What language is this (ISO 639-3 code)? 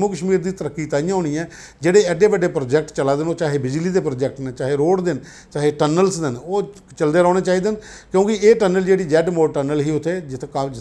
doi